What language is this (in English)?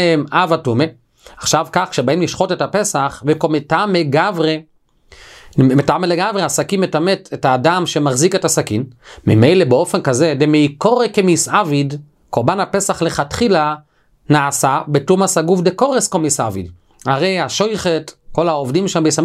Hebrew